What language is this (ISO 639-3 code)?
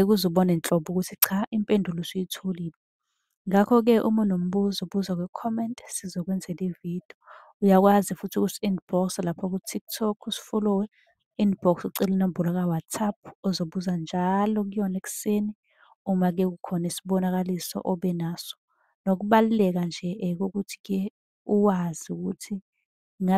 zul